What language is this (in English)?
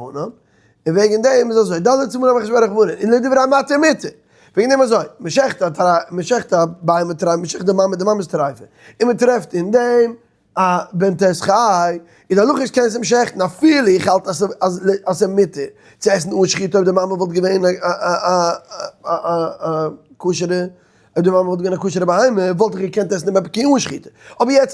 Yiddish